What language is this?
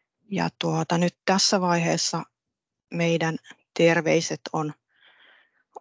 Finnish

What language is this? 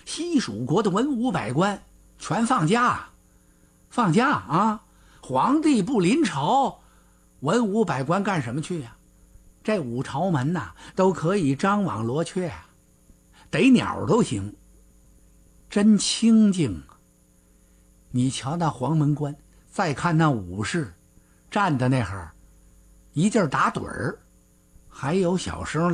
Chinese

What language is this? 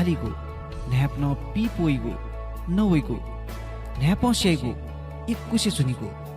Newari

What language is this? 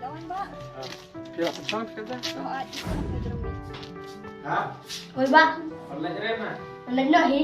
Khasi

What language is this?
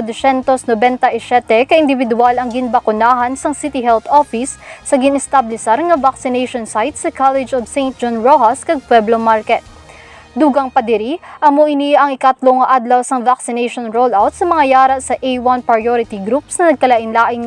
Hiligaynon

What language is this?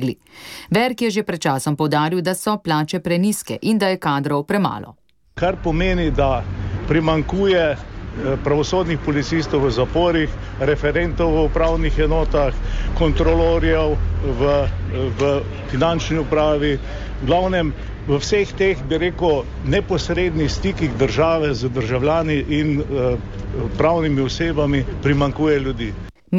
Slovenian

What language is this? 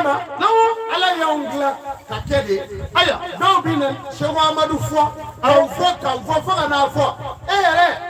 Bambara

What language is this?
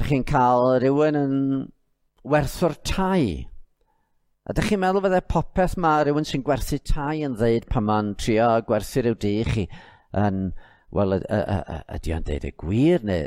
Welsh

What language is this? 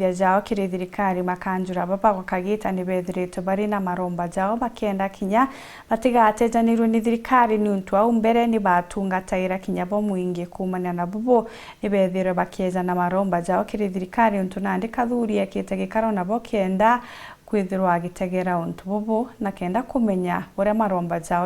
Meru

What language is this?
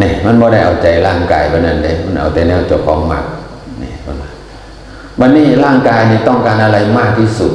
Northeastern Thai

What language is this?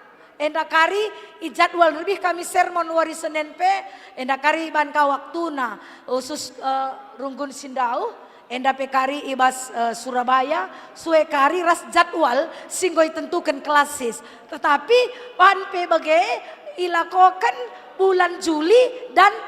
Batak Karo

